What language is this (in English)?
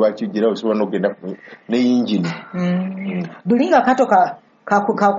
Ganda